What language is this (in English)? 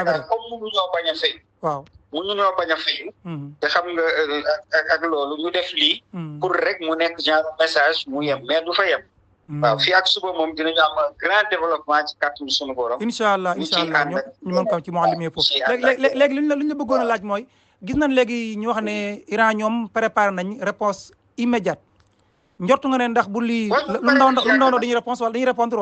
Wolof